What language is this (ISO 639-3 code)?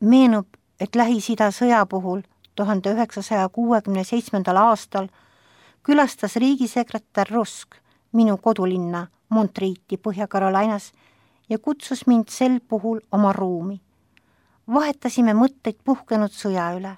est